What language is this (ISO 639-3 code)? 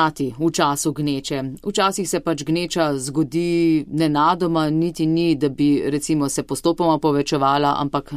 slv